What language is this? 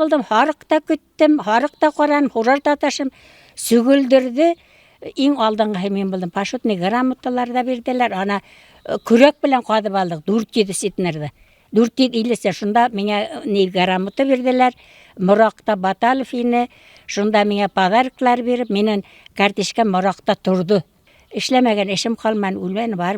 Bashkir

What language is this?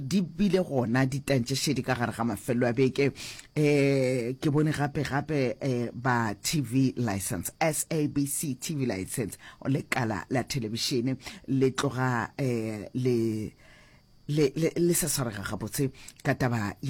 Northern Sotho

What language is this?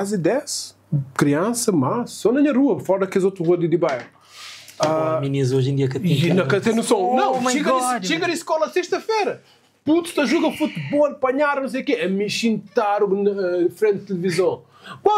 Kabuverdianu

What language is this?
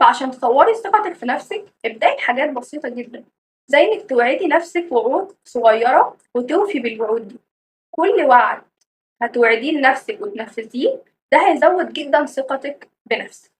Egyptian Arabic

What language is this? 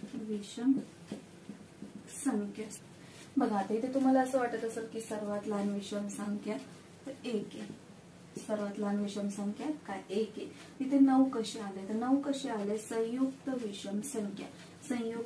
Marathi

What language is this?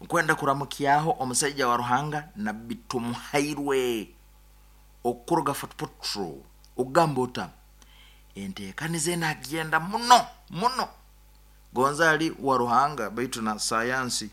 Nyoro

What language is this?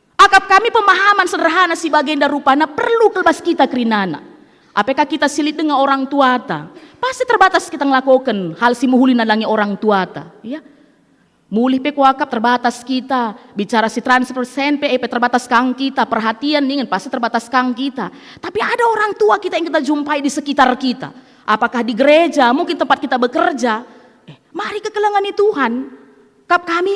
Batak Karo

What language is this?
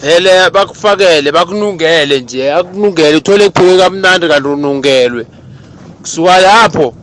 South Ndebele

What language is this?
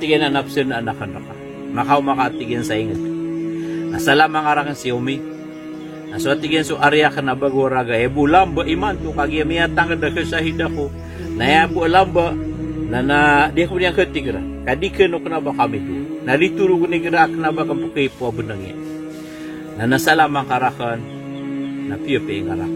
Maranao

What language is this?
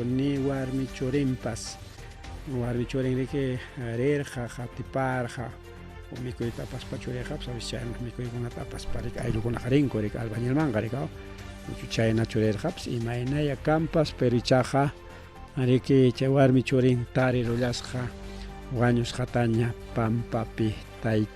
Ayacucho Quechua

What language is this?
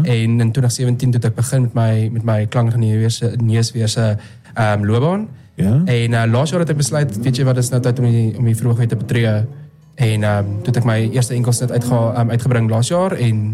Afrikaans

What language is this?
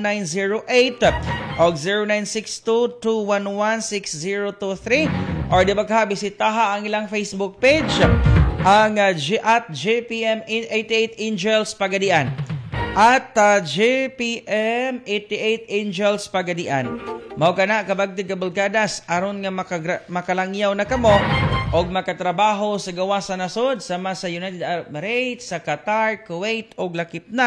Cebuano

